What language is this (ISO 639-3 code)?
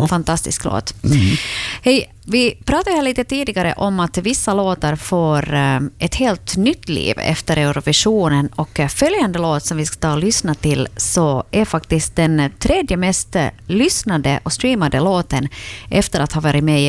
swe